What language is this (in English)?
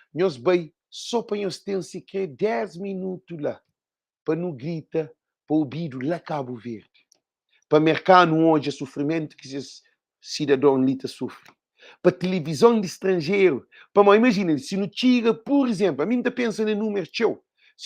Kabuverdianu